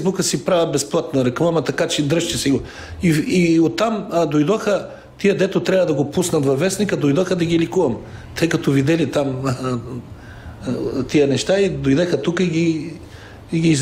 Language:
Bulgarian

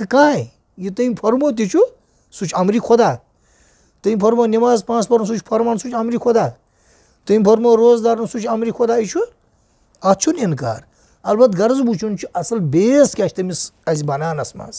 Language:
Kashmiri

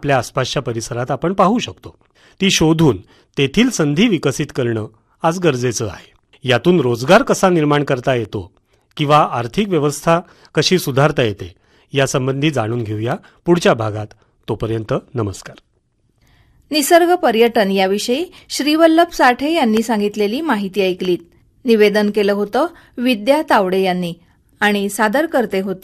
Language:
Marathi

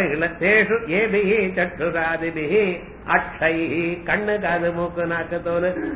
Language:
Tamil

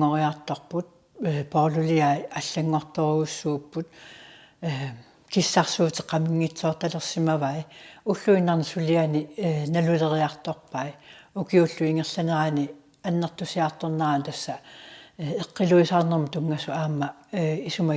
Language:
Kalaallisut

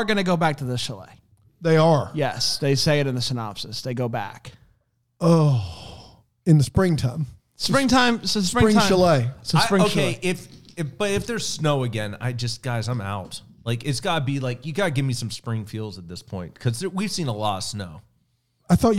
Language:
English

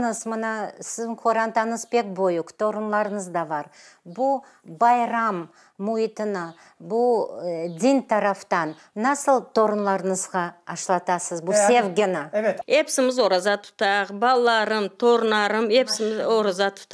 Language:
Crimean Tatar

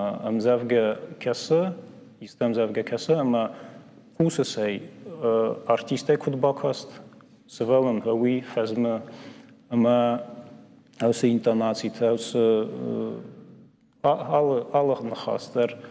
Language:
Ossetic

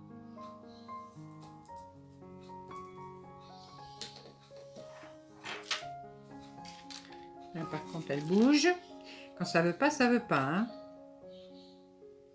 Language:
French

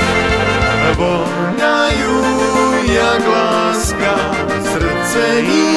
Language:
Slovak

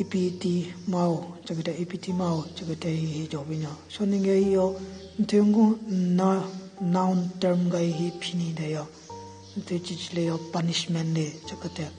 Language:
Southern Rengma Naga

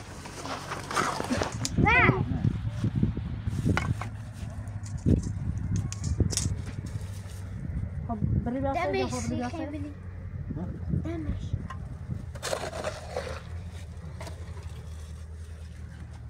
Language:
Persian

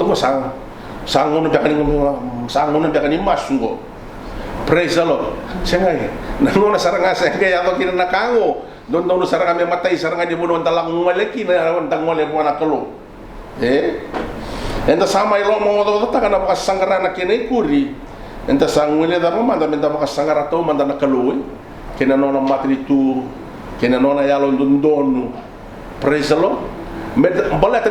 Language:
Fijian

